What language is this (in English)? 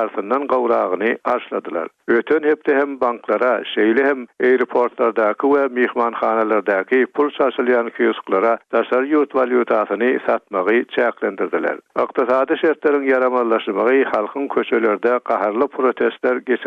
Turkmen